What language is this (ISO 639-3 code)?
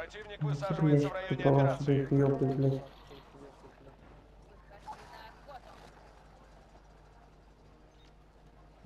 rus